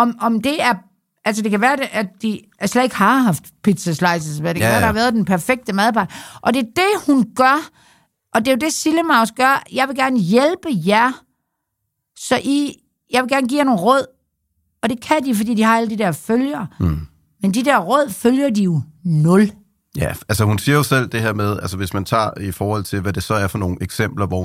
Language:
Danish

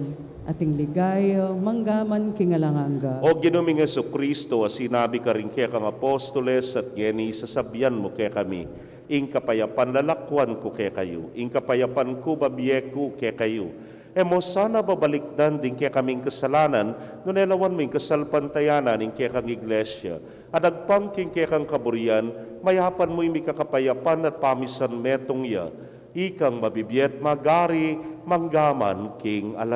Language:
Pampanga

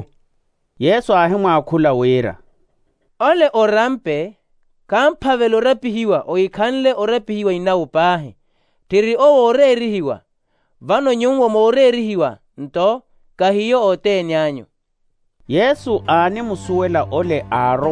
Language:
Makhuwa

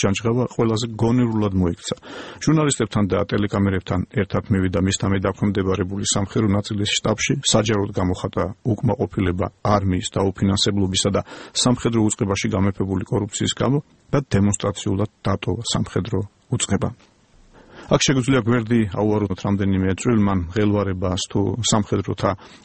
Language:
Georgian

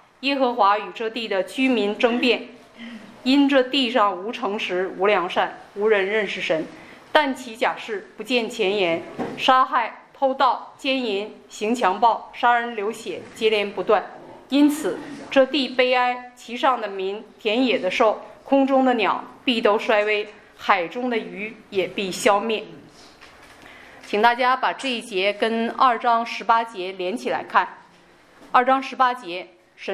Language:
Chinese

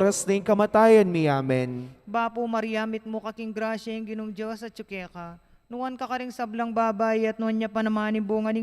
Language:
Pampanga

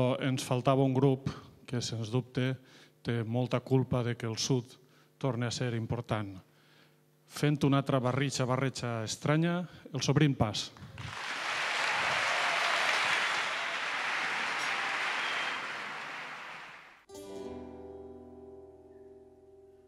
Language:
Catalan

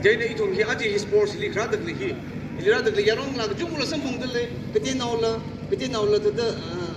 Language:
Tangkhul Naga (India)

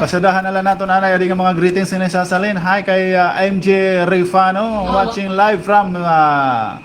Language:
Waray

